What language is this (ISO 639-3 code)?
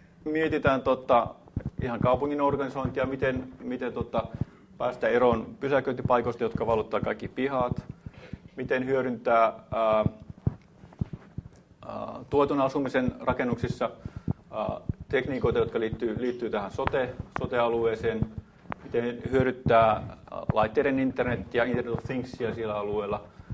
fin